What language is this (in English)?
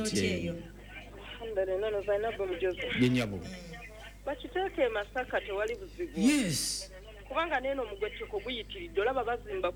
Ganda